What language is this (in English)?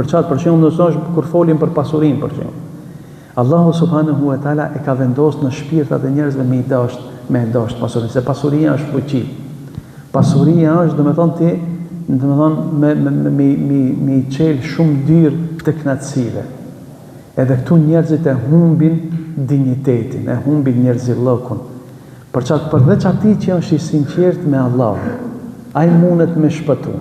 Albanian